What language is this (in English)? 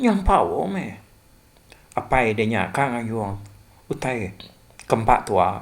Iban